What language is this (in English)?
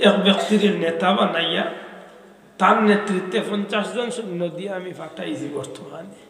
Sylheti